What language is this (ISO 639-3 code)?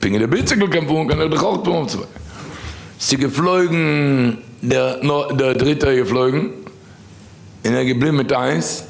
yid